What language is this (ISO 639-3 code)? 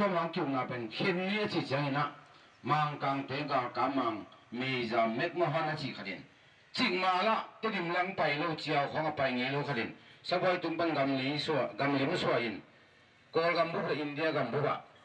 ctd